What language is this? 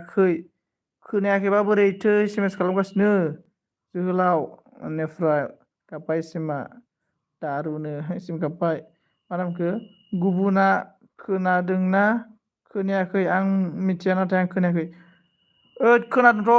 Bodo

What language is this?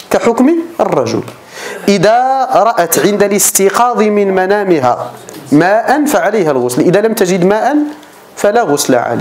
Arabic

